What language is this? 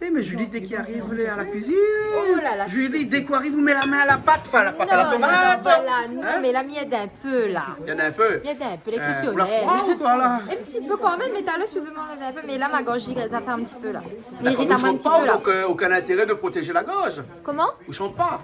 Réunion Creole French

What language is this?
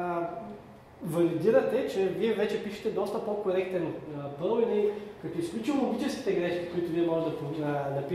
Bulgarian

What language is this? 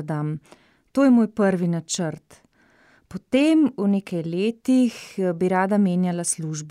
Slovenian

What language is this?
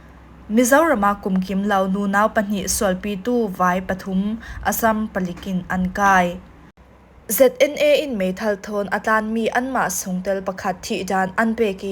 Falam Chin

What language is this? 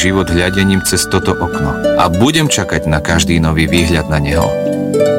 Slovak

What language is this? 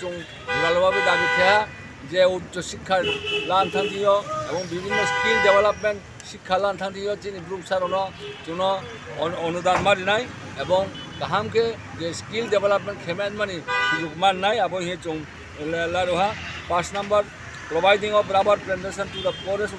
Riang (India)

